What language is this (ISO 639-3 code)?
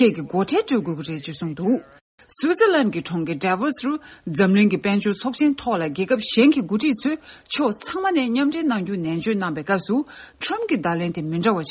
bod